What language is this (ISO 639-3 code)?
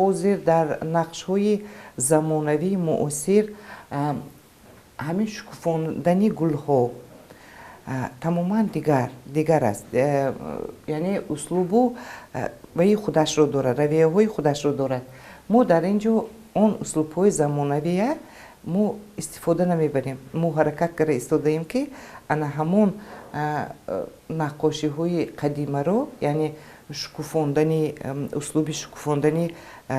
tgk